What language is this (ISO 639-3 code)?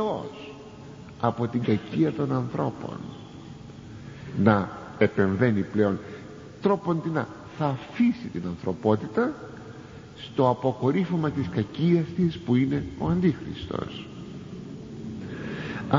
ell